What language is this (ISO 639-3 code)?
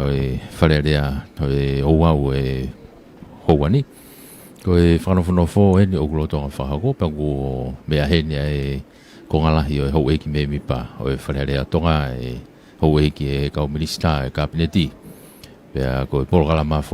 ton